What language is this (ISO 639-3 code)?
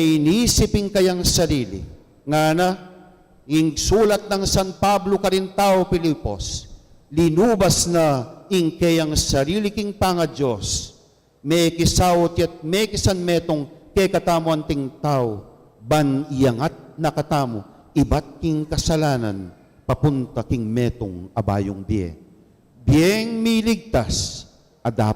pam